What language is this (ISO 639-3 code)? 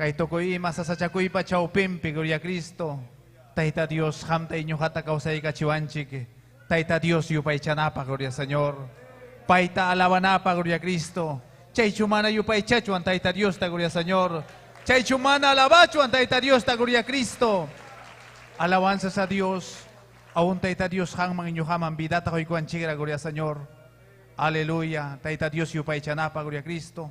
quy